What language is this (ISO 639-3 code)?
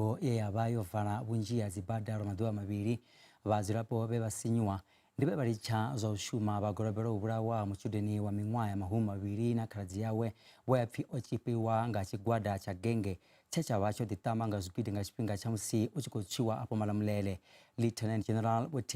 ven